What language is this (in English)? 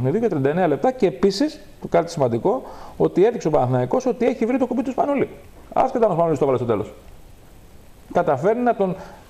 Greek